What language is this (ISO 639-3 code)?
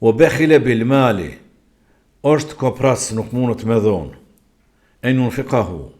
sqi